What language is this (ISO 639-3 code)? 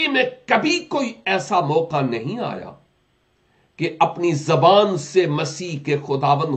urd